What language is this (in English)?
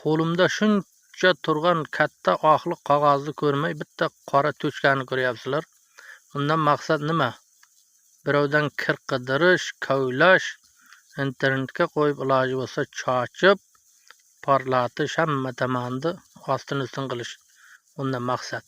Uzbek